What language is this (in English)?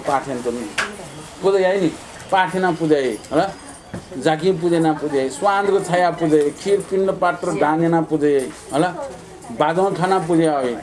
Newari